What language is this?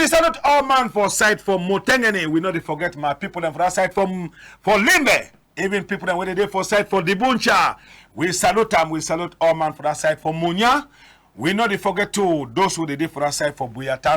Cameroon Pidgin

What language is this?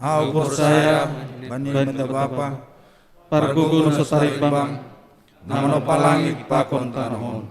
Batak Simalungun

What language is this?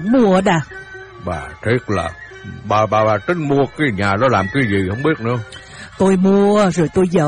Vietnamese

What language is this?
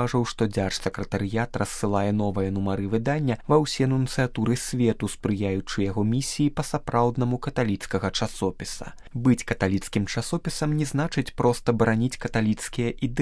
Belarusian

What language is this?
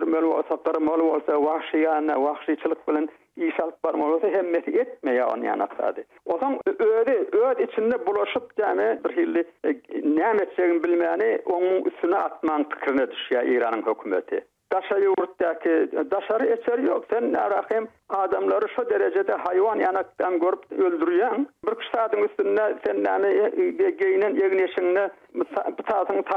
Turkmen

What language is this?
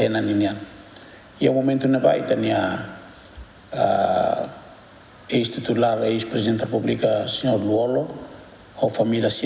Tetum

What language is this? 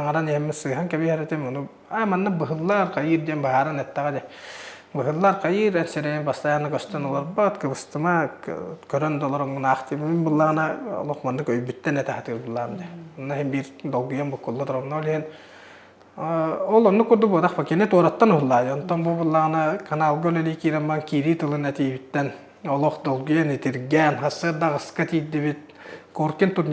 Yakut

